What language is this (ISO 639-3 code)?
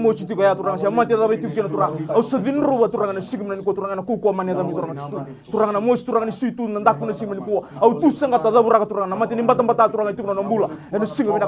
fij